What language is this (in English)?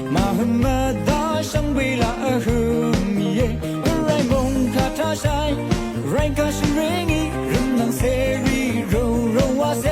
Rawang